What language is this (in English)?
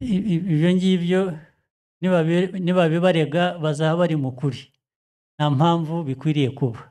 Kinyarwanda